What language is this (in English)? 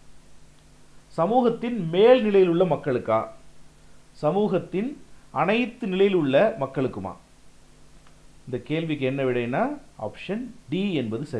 Tamil